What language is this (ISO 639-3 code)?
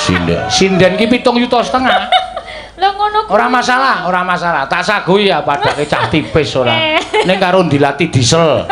jav